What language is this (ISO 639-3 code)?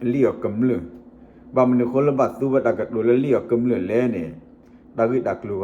ksw